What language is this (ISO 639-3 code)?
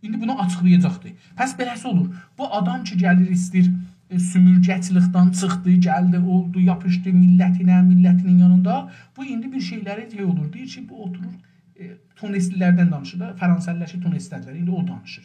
azb